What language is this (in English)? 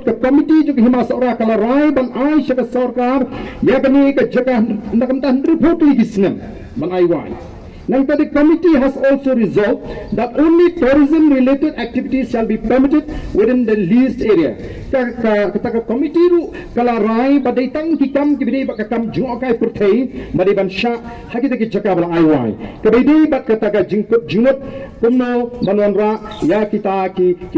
Khasi